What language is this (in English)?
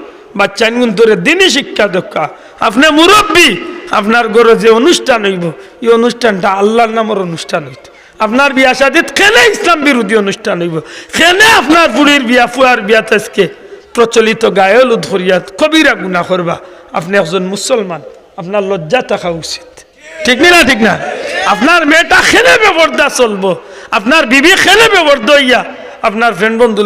Sylheti